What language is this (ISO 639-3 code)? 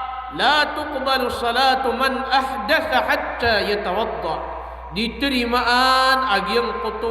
mrw